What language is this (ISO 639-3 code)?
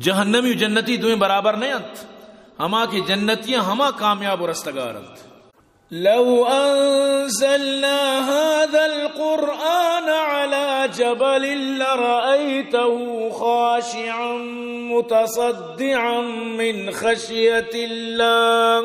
bgp